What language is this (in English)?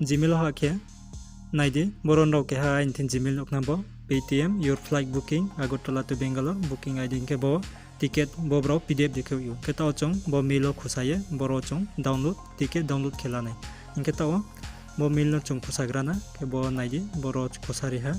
Riang (India)